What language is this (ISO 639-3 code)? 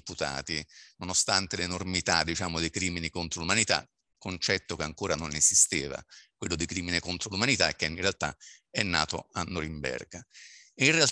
ita